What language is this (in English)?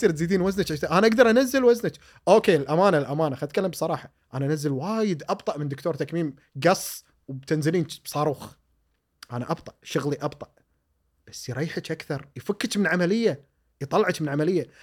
Gulf Arabic